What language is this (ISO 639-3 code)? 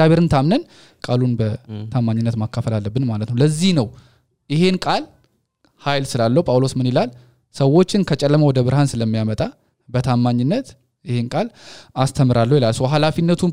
amh